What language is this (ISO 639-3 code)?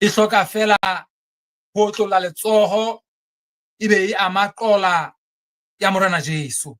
sot